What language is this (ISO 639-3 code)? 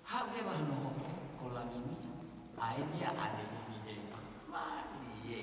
ton